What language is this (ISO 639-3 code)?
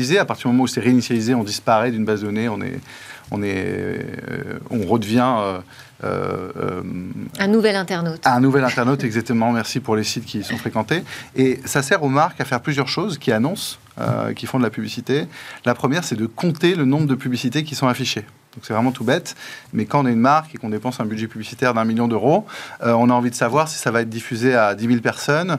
fra